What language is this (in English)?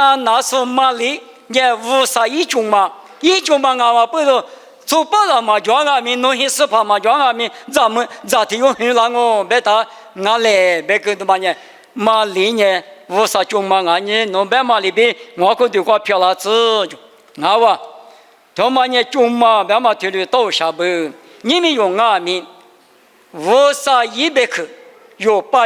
Lisu